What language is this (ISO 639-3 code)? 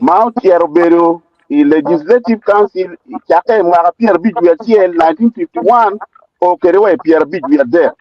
ach